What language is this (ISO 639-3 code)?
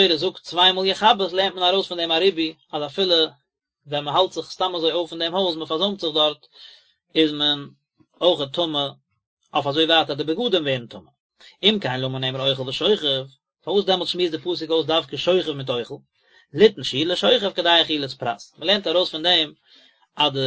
yid